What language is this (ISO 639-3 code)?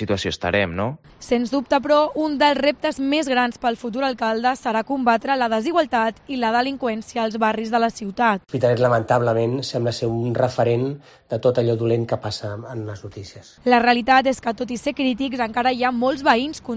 cat